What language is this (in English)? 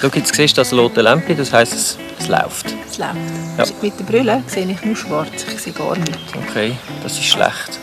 Swiss German